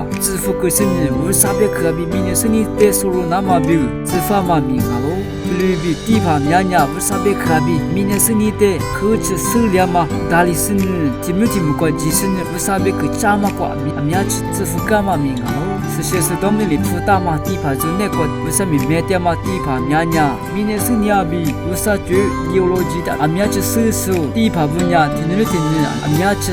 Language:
Lisu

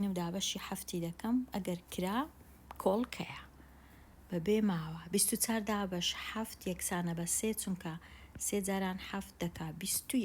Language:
Central Kurdish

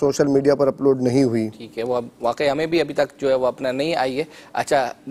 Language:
Urdu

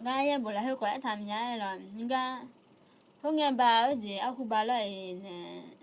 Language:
Akha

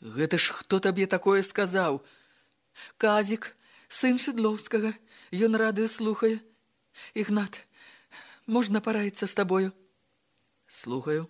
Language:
Belarusian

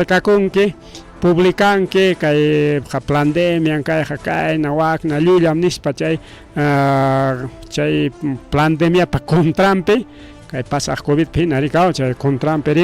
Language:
Ayacucho Quechua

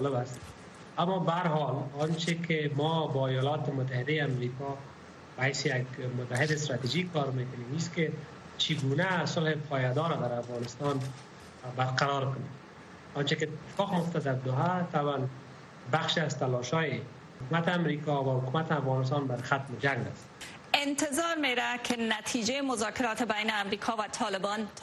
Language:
Persian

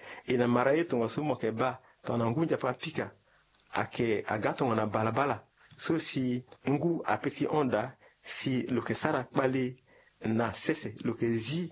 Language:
Sango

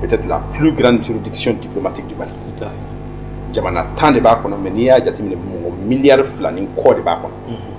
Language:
Bambara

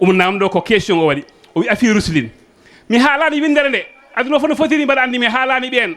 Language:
Fula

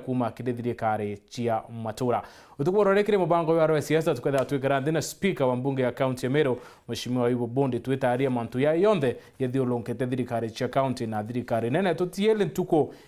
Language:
Meru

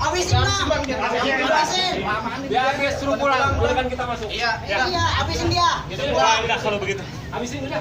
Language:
Betawi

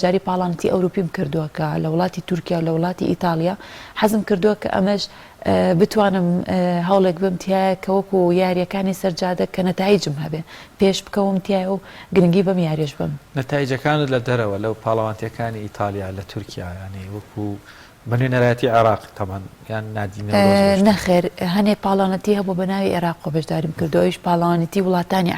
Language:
Central Kurdish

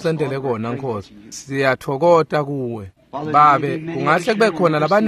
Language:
Swati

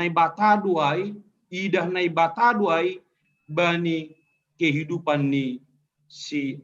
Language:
Batak Simalungun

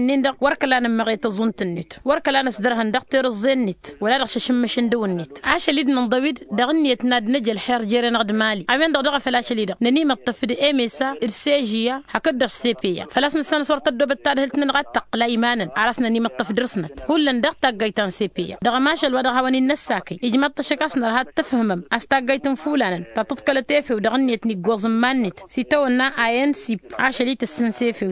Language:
Tamasheq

